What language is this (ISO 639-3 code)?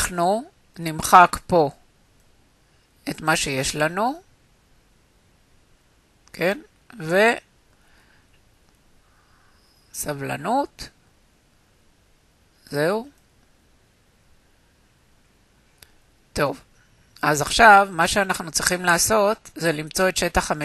heb